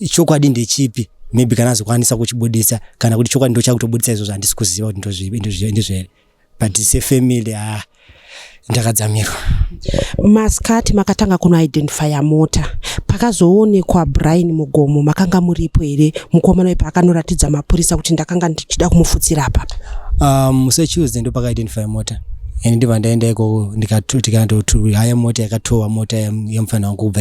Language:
Shona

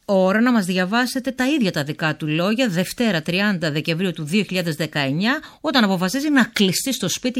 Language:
Greek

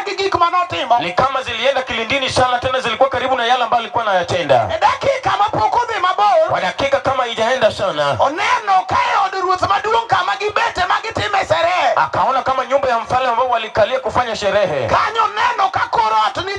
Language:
Luo (Kenya and Tanzania)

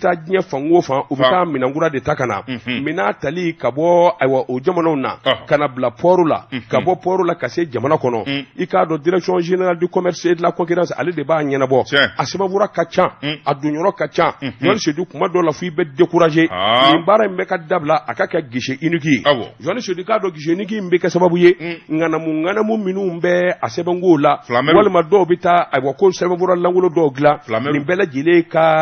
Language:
Bambara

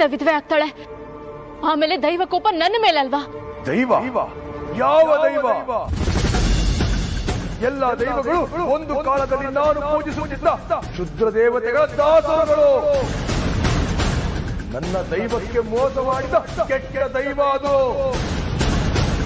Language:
Kannada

